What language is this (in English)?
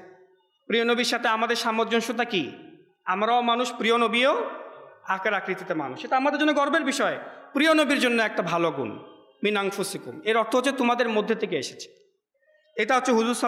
Bangla